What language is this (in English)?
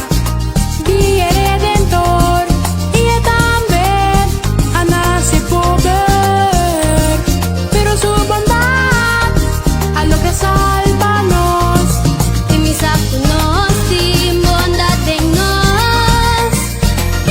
Papiamento